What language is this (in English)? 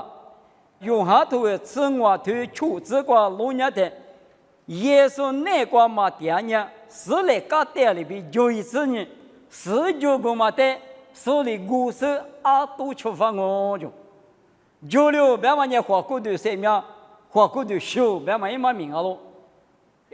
Lisu